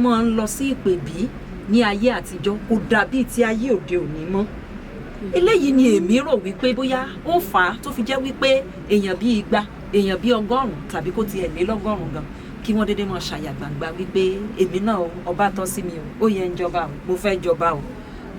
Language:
Yoruba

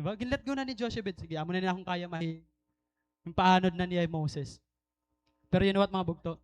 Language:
Waray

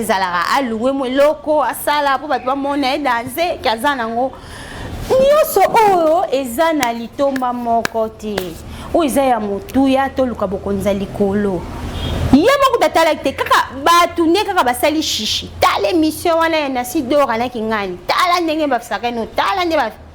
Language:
Lingala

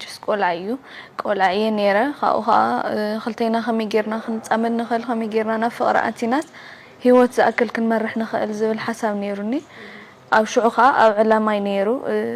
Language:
Tigrinya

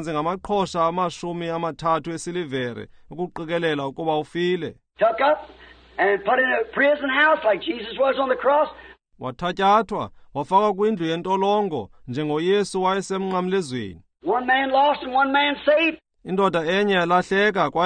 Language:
Xhosa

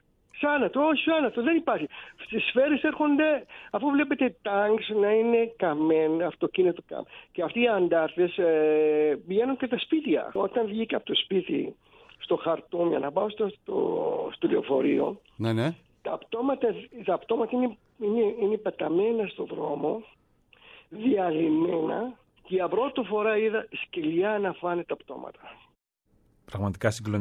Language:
Greek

